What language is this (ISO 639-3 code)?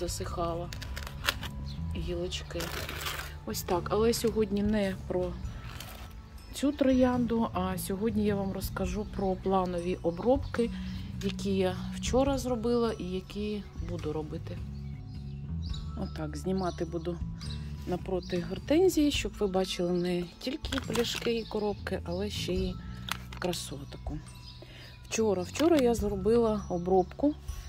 ukr